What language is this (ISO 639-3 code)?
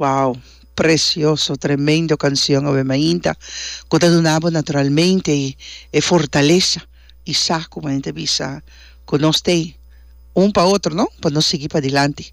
pap